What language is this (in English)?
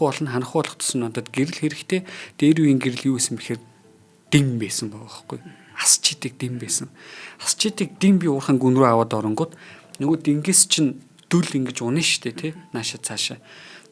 Mongolian